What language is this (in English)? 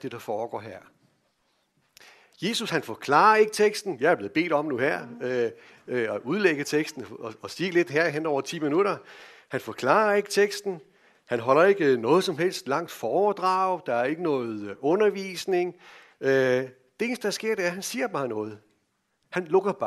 Danish